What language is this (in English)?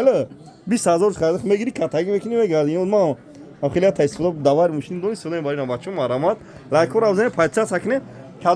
Tajik